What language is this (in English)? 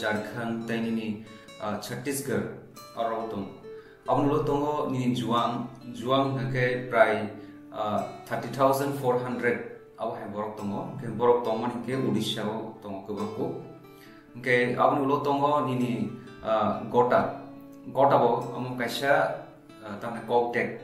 Kok Borok